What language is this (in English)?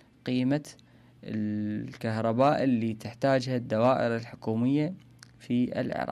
Mesopotamian Arabic